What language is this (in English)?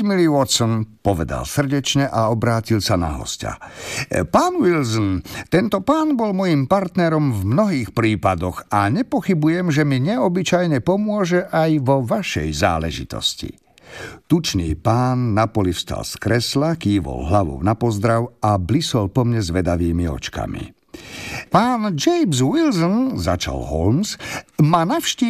Slovak